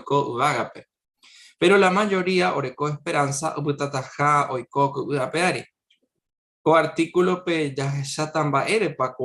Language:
Guarani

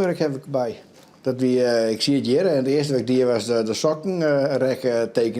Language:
Western Frisian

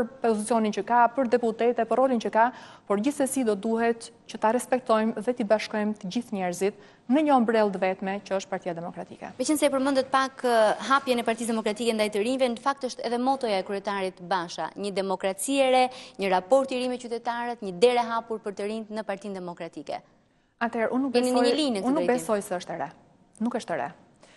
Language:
Albanian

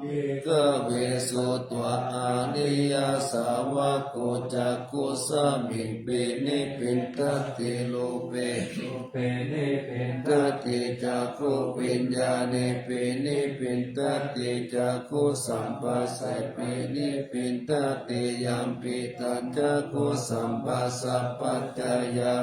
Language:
Pali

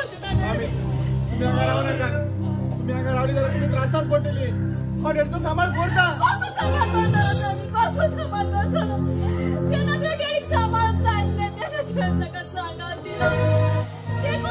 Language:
Konkani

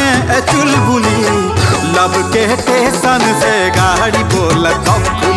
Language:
Bhojpuri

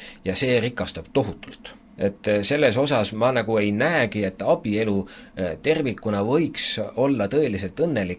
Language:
Estonian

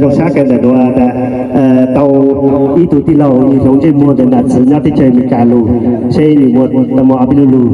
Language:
Hmong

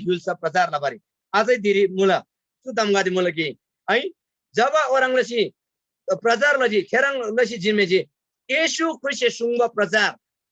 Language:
Eastern Tamang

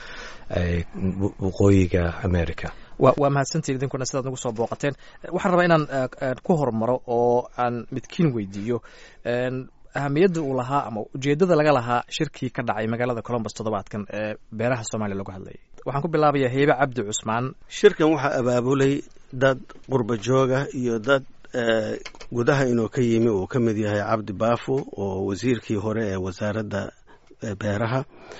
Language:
Somali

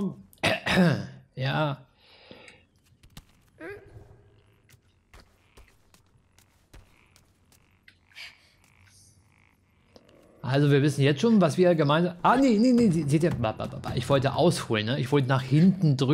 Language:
German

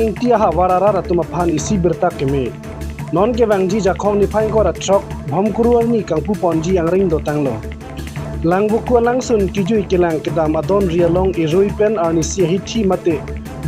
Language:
Karbi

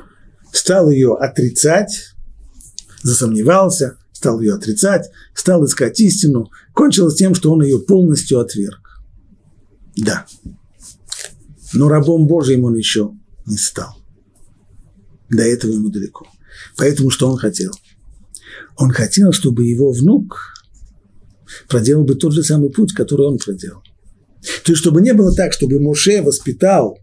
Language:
Russian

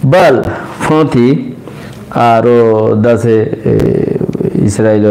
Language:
Rohingya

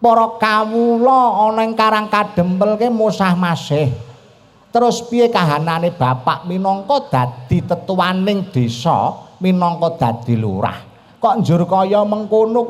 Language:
Javanese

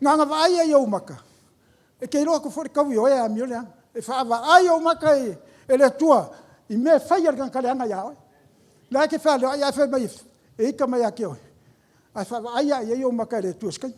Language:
Samoan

